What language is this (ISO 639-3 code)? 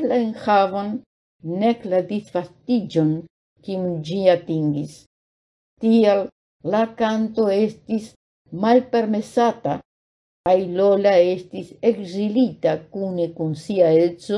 epo